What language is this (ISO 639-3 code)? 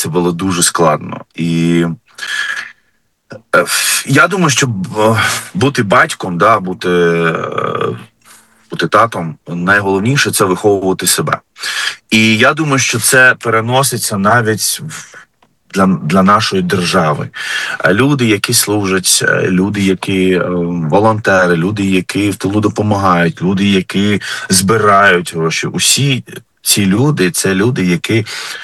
ukr